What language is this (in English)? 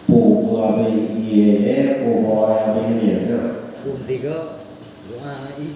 Achinese